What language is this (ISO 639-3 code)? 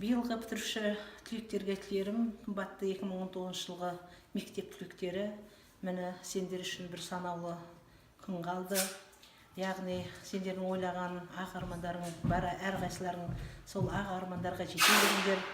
kaz